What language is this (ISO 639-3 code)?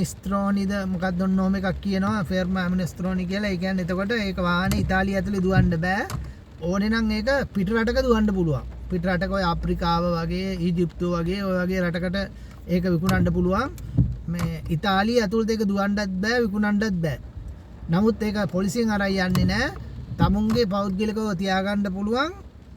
sin